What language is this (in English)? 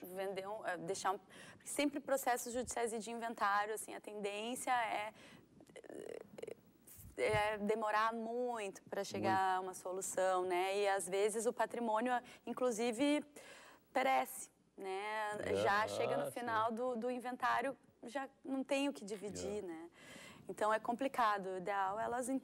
Portuguese